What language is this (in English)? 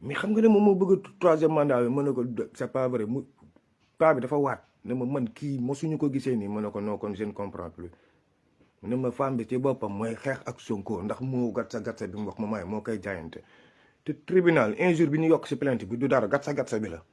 Wolof